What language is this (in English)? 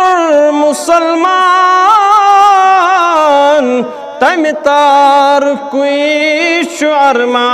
Kashmiri